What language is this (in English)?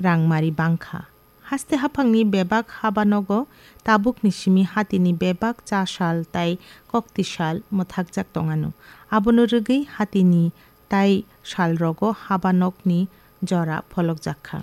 Kok Borok